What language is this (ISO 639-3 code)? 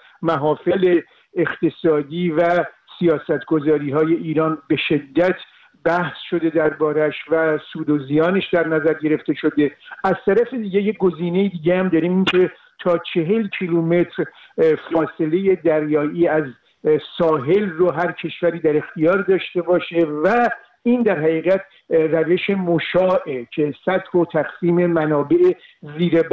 fas